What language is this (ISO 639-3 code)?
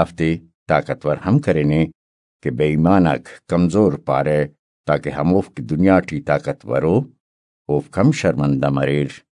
brh